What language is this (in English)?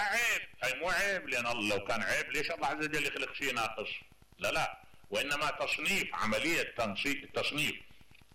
Mesopotamian Arabic